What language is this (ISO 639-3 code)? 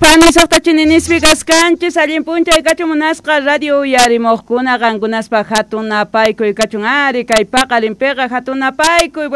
quh